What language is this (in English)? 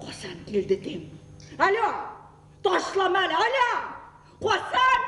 Bashkir